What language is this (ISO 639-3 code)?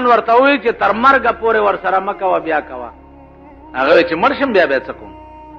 pus